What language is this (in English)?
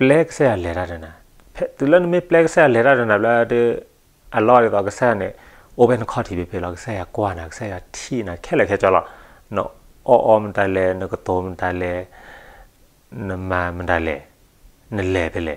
S'gaw Karen